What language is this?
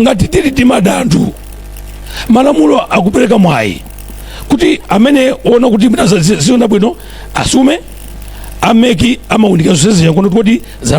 Nyanja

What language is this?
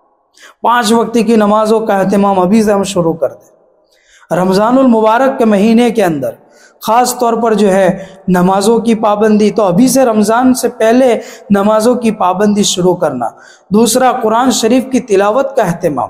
Urdu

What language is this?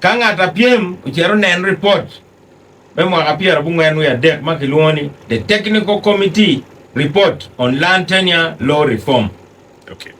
Acoli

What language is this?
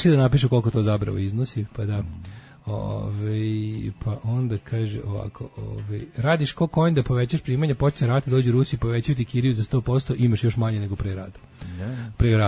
Serbian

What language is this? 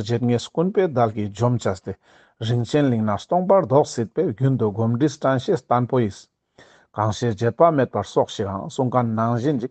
Ladakhi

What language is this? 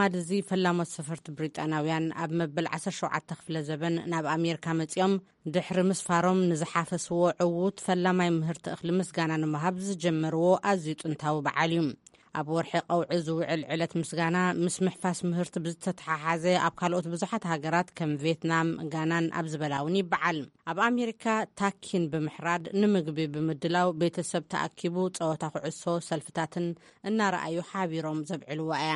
Tigrinya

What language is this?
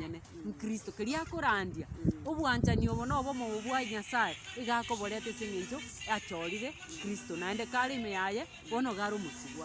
Gusii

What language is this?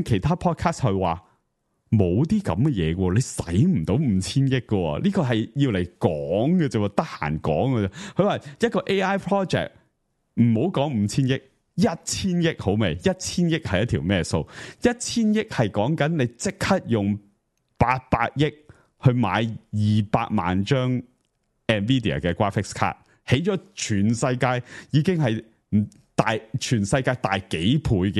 Cantonese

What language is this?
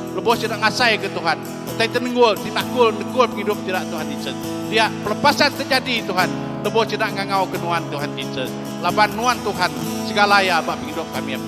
Iban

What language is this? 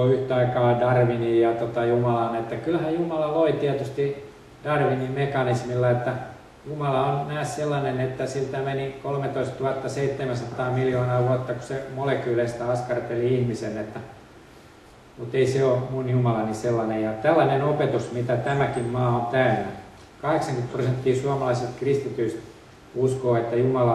Finnish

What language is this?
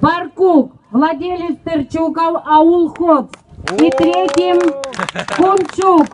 Adyghe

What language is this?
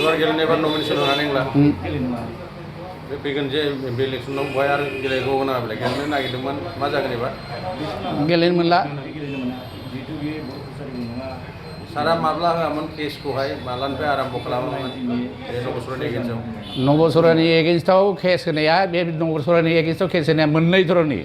Bodo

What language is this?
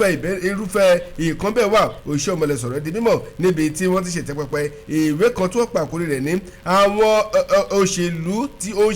Yoruba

